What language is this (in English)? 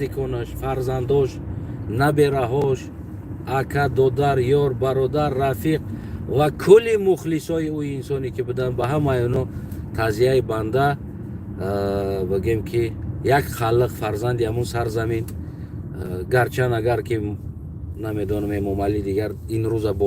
Tajik